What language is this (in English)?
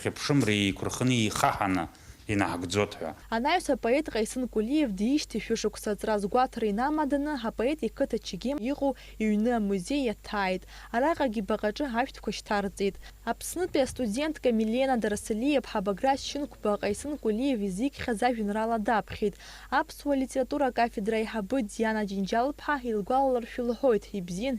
Abkhazian